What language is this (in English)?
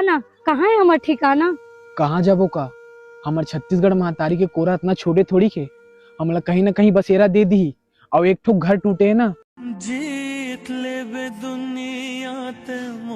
Chhattisgarhi